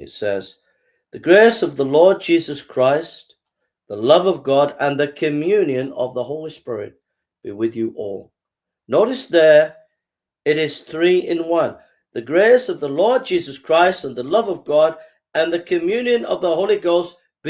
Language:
English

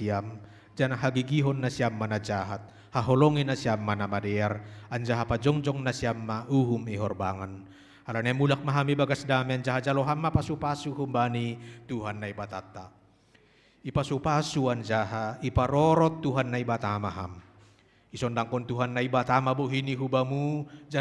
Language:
Batak Simalungun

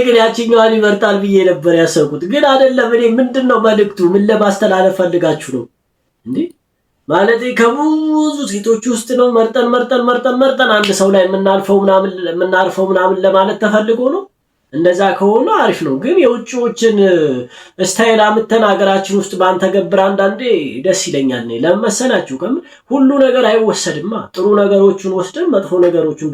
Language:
Amharic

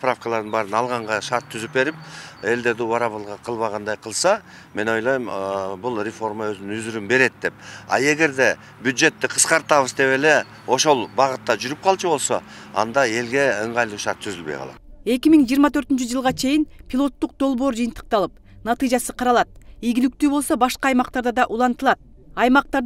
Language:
Kyrgyz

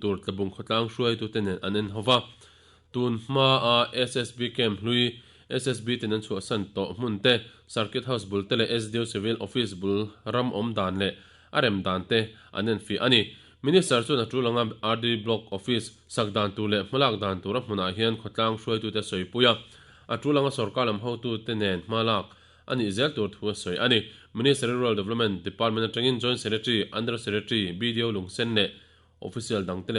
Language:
Mizo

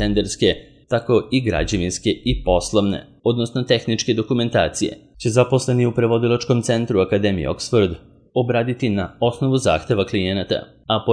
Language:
Serbian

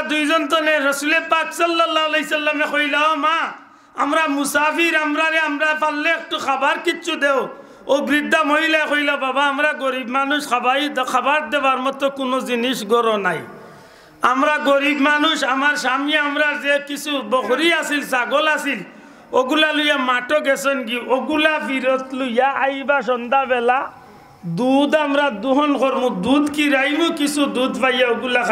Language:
Sylheti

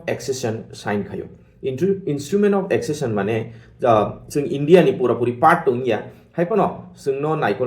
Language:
Kok Borok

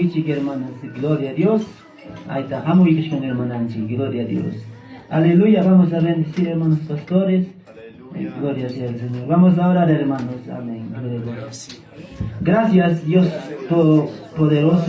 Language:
Ayacucho Quechua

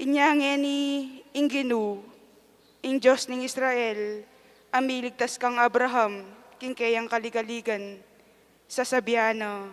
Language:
Pampanga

